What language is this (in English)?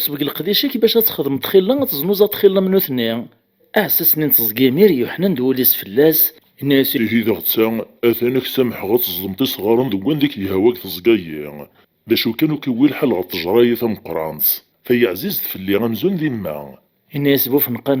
Kabyle